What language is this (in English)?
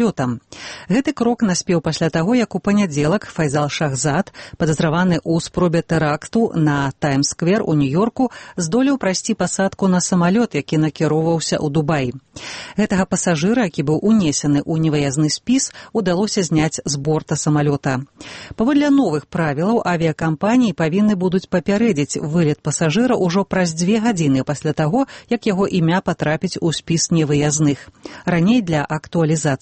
Belarusian